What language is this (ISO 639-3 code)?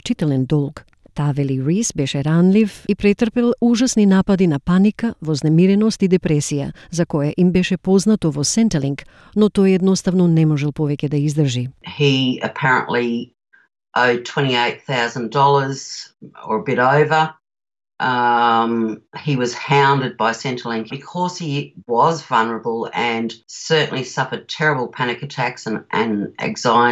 mkd